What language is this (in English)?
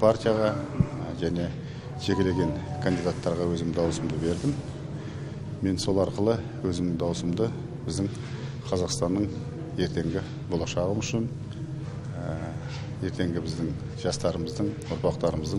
Kazakh